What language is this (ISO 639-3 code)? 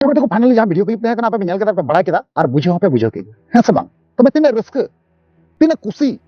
sat